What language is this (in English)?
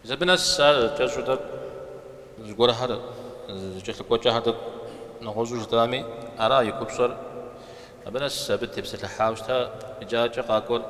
Kabardian